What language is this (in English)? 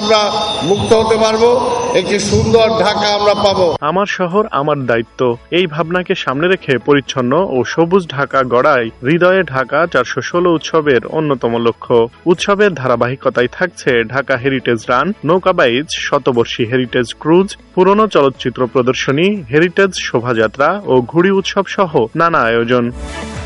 Bangla